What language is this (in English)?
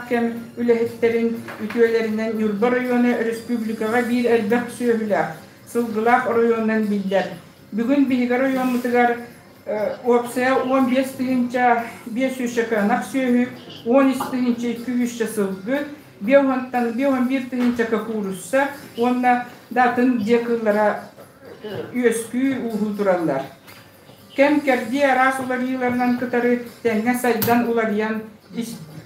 Yakut